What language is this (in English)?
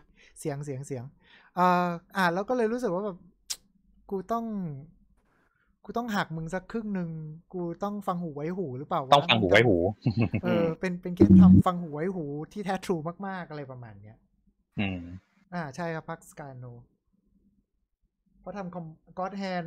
Thai